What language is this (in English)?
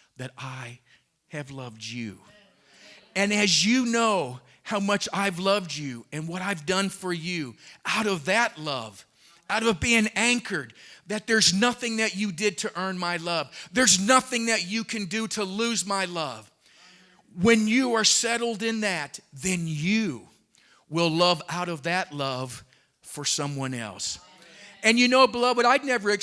English